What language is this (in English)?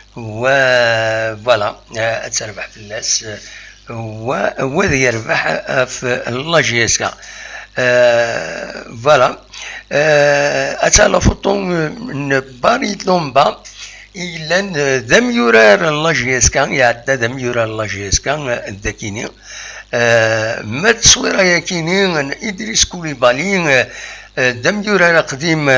Kabyle